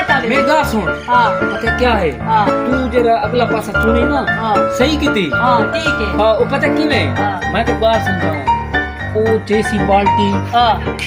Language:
Saraiki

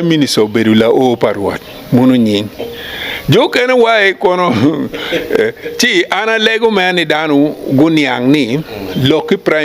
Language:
Acoli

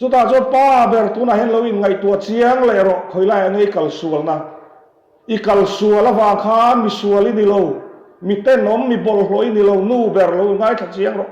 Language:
Mizo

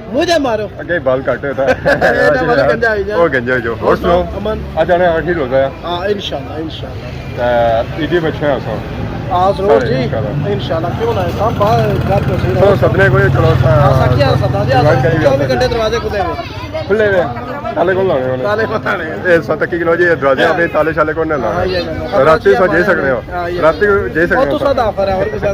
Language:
Pahari-Potwari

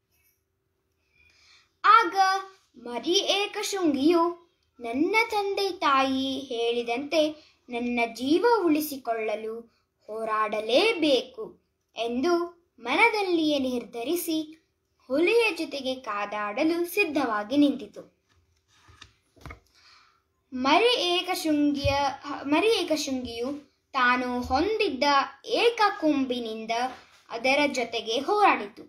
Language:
Kannada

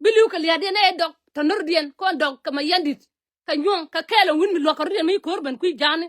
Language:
Nuer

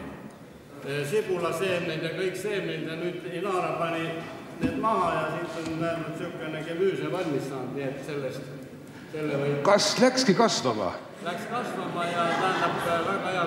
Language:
Estonian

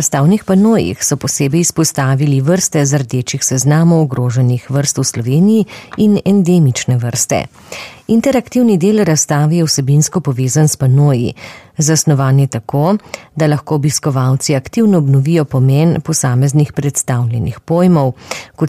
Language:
Slovenian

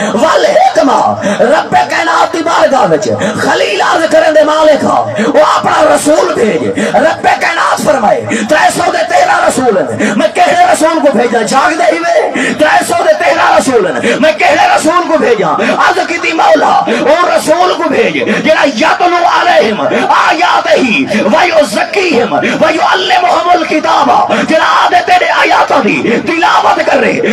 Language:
Saraiki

